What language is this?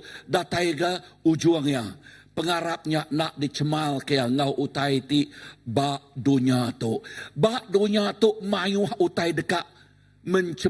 Iban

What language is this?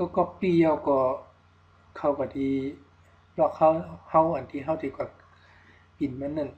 Shan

